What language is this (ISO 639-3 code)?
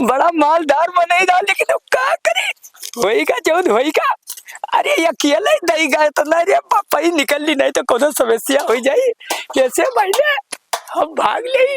awa